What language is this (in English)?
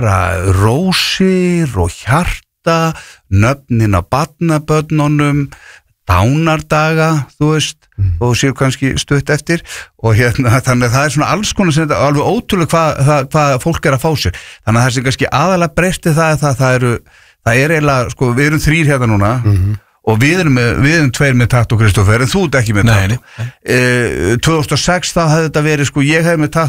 Icelandic